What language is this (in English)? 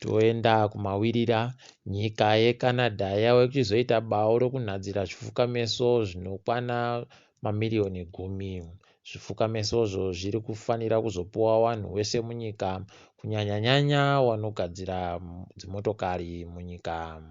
Ndau